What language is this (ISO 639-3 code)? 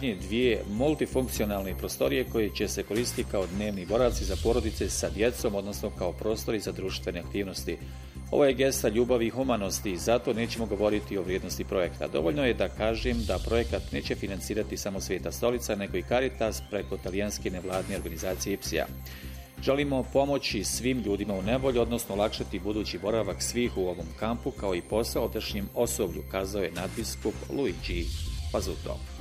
bos